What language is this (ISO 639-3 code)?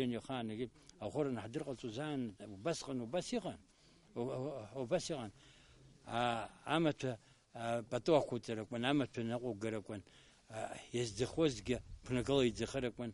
abk